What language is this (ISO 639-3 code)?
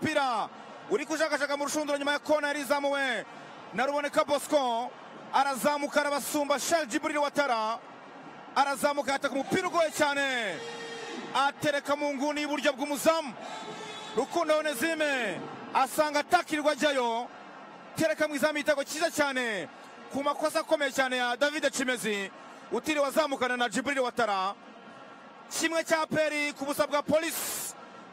kin